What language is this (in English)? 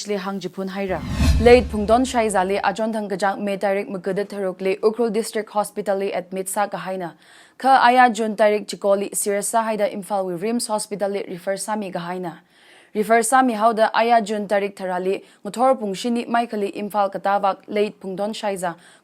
Tangkhul Naga (India)